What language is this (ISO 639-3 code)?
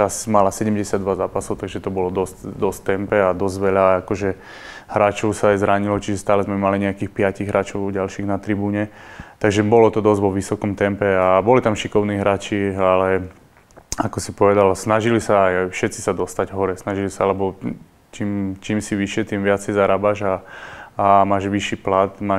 slk